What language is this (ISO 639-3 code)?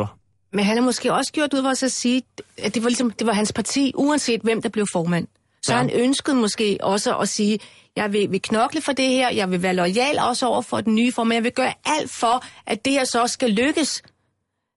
dan